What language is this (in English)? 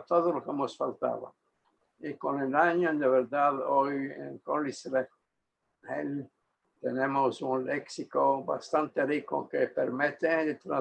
Ladino